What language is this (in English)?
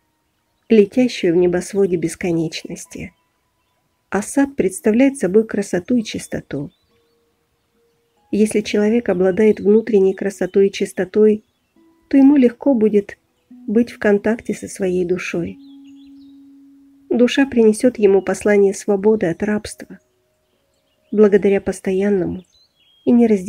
Russian